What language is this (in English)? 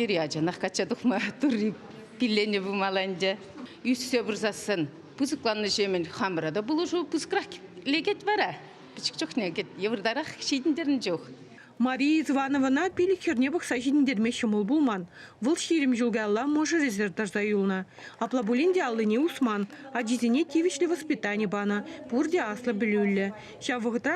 Chuvash